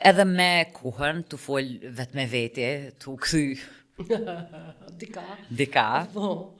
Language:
Albanian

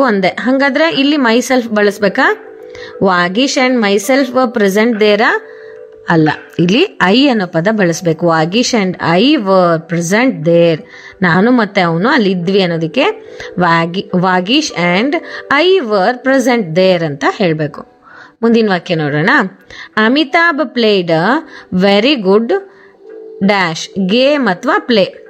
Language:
Kannada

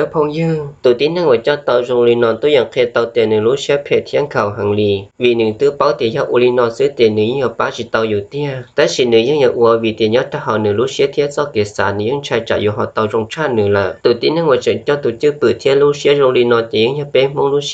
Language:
Hmong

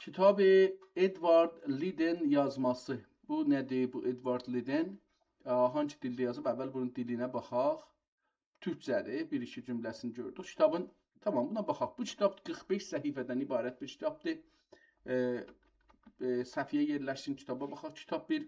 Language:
South Azerbaijani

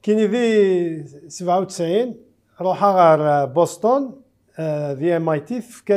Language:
Kabyle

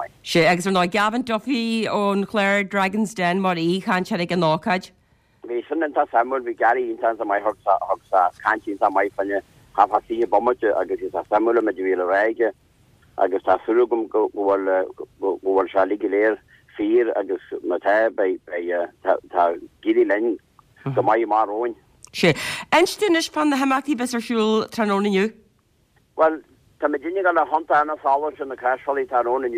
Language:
Irish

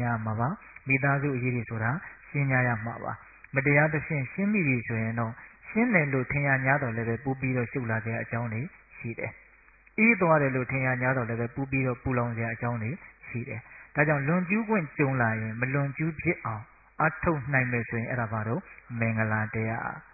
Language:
Burmese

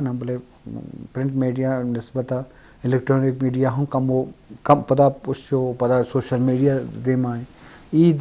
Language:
Eastern Balochi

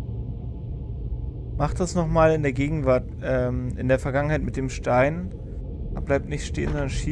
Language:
German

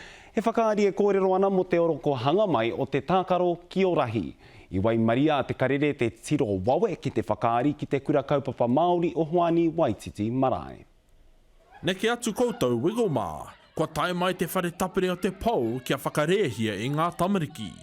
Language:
Māori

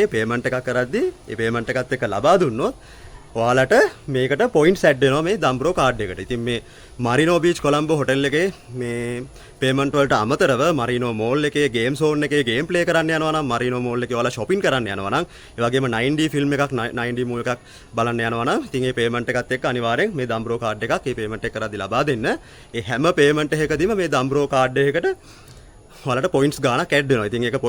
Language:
Sinhala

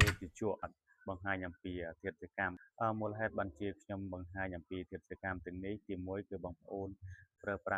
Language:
Khmer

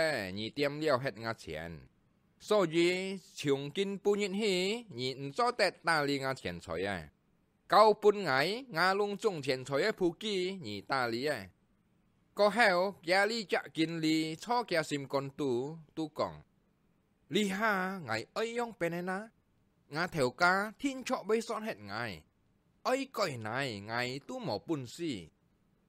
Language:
Hakka Chinese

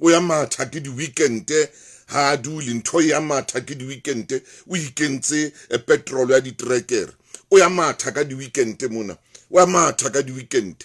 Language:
Southern Sotho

